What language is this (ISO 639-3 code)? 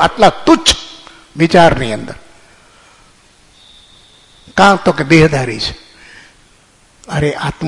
guj